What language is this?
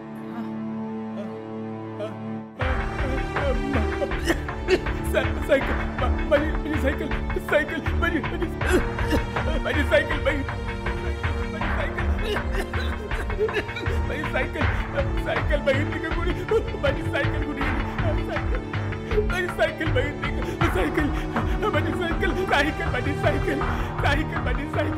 Marathi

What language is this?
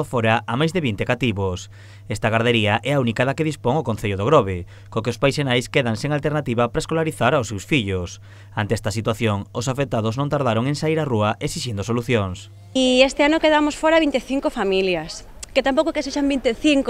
Galician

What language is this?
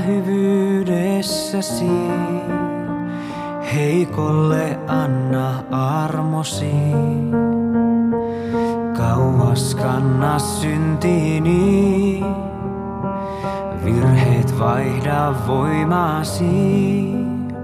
Finnish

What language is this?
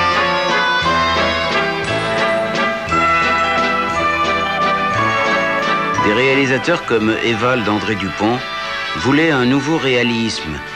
French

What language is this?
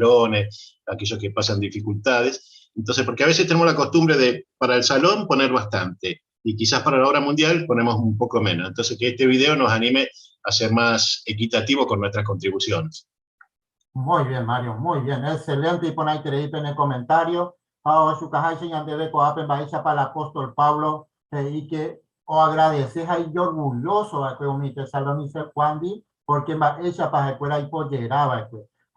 Guarani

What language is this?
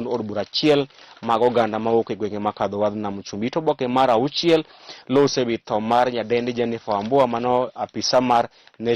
Luo (Kenya and Tanzania)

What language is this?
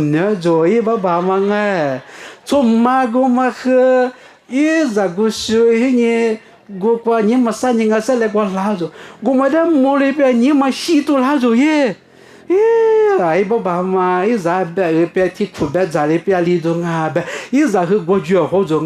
Lisu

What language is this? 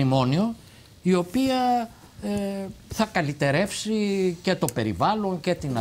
Greek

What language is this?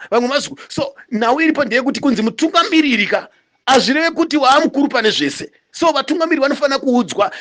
Shona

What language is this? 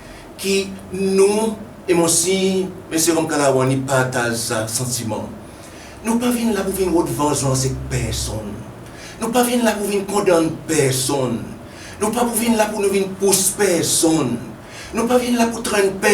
Seselwa Creole French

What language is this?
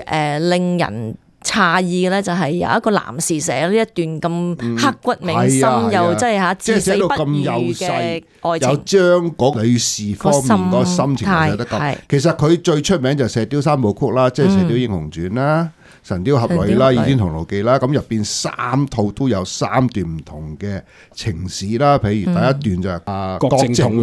Cantonese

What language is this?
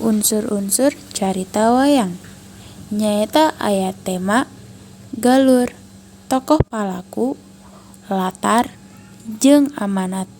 Sundanese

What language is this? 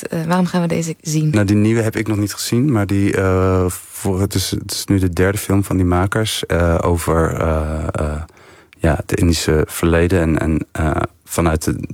Dutch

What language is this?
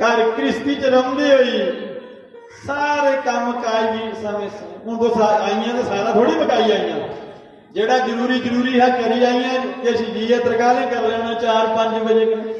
Dogri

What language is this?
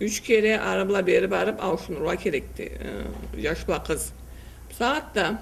Karachay-Balkar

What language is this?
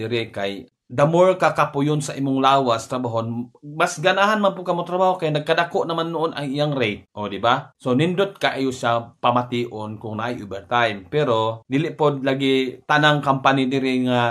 Cebuano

